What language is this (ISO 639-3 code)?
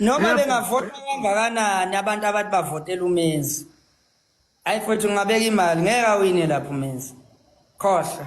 zul